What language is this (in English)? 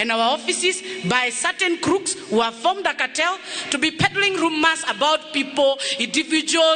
Kikuyu